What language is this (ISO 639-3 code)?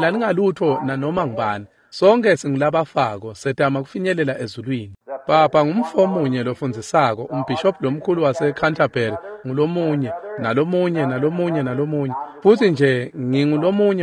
ssw